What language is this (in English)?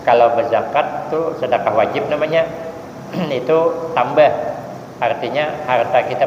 Banjar